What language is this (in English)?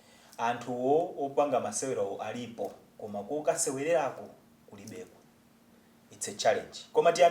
Nyanja